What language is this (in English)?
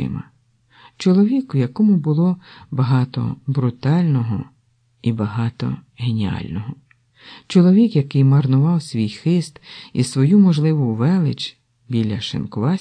Ukrainian